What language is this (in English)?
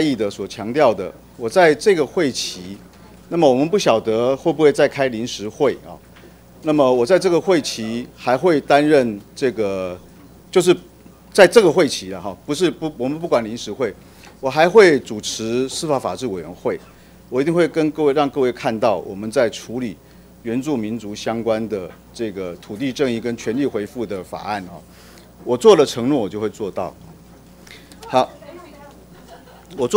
Chinese